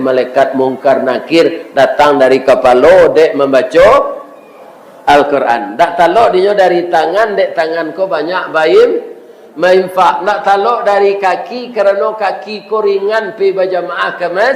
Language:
Minangkabau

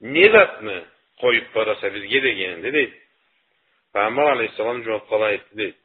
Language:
Karachay-Balkar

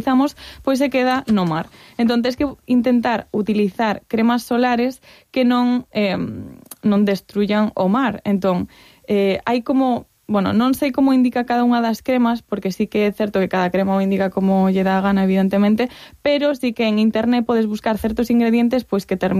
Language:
Galician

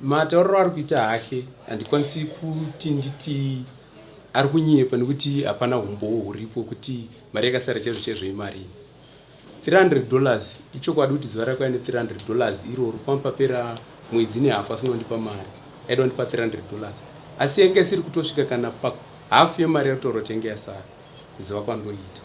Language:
Shona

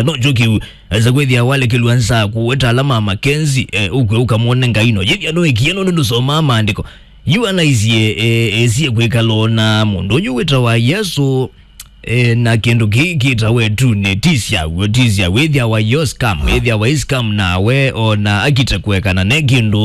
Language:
Kamba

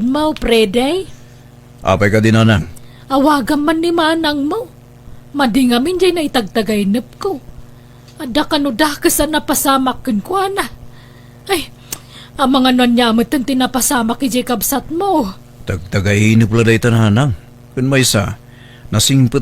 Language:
Iloko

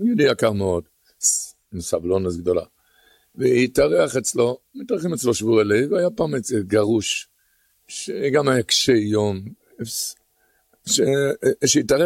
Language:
Hebrew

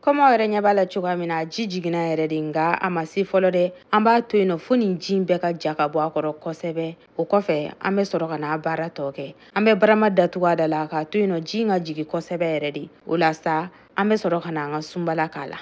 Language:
Bambara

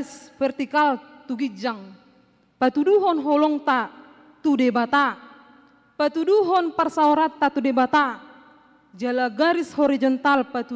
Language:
Batak Toba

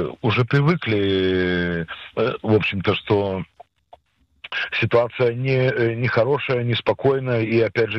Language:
Russian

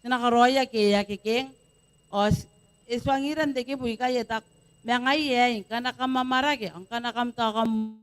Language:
Gilbertese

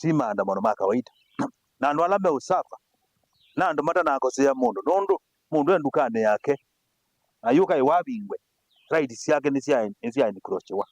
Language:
Kamba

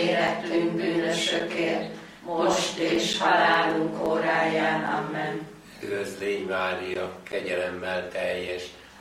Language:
Hungarian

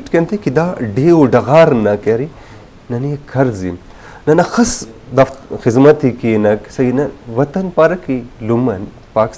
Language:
Brahui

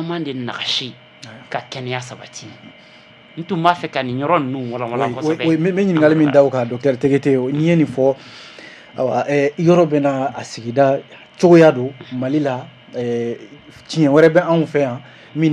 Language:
Bambara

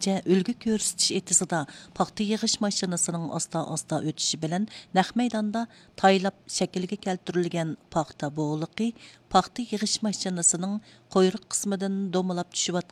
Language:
Uyghur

